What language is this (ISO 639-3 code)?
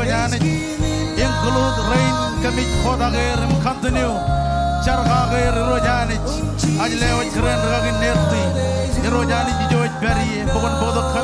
mah